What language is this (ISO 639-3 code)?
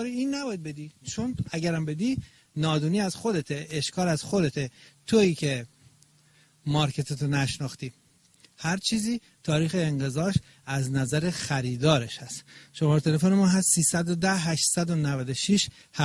fas